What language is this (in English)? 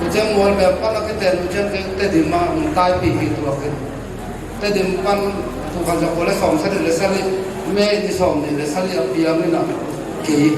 Tedim Chin